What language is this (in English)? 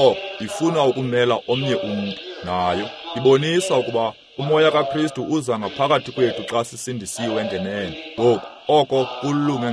Xhosa